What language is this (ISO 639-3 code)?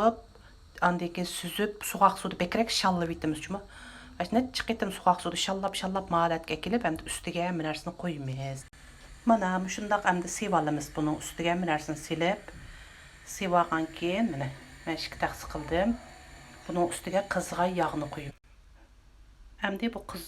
uig